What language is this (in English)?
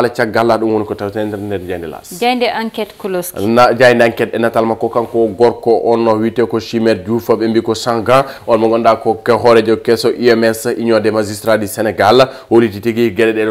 Fula